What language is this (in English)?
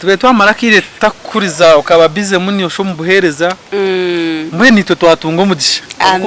Nyankole